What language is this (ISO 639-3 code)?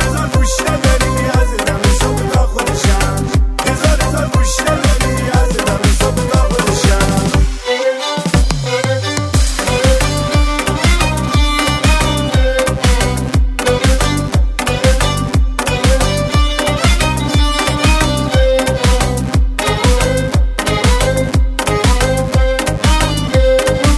fas